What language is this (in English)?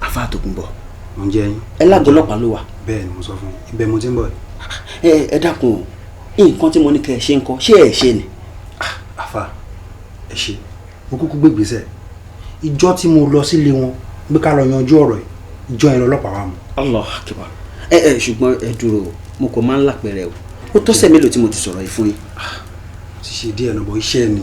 Yoruba